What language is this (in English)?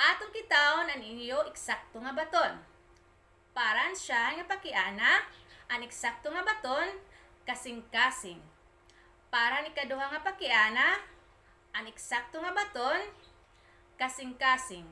Waray